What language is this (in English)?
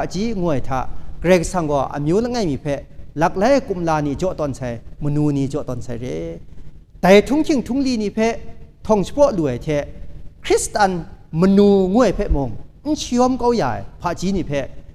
Kachin